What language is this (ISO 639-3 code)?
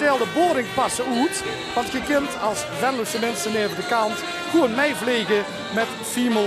lim